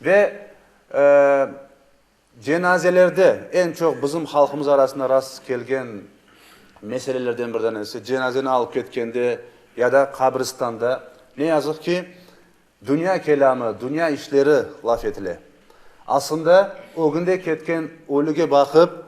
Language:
Crimean Tatar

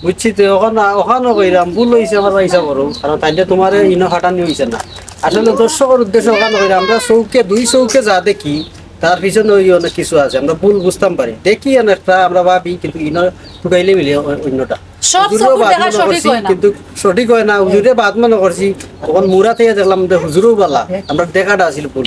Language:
Sylheti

